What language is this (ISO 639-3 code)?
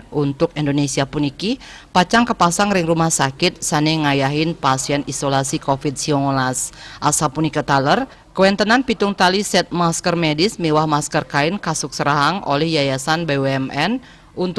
ban